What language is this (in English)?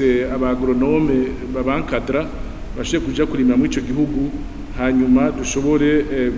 Rundi